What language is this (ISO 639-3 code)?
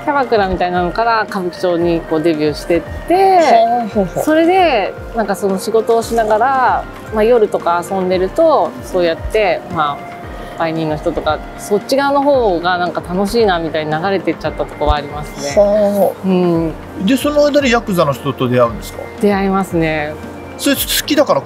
jpn